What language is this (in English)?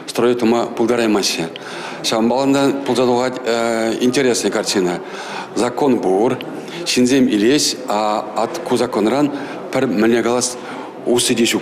Chuvash